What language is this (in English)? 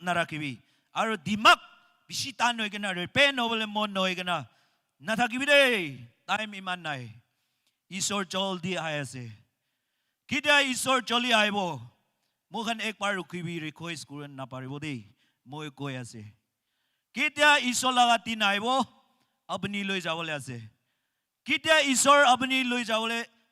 Naga Pidgin